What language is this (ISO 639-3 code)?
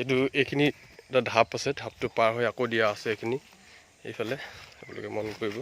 asm